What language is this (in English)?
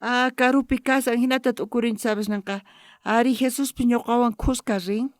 South Bolivian Quechua